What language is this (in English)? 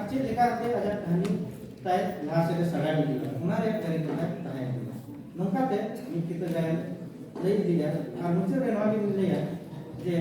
Santali